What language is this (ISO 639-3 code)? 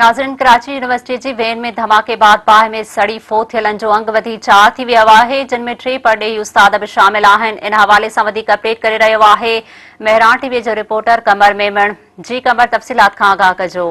snd